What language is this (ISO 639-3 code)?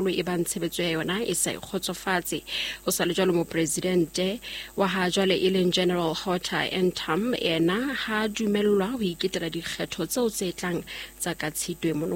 sot